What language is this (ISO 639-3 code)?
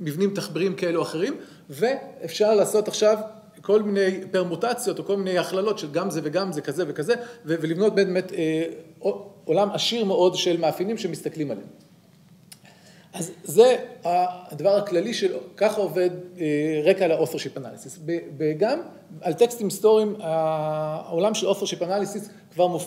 heb